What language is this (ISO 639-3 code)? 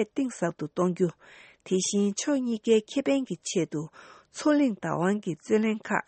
bod